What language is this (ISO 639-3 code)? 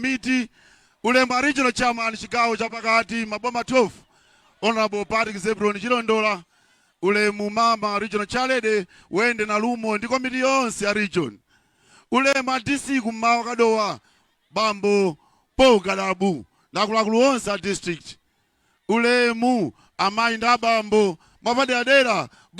nya